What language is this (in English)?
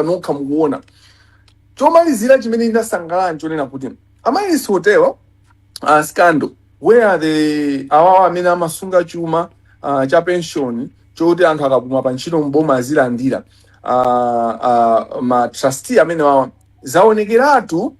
Nyanja